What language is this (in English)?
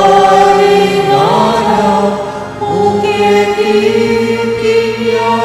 Pampanga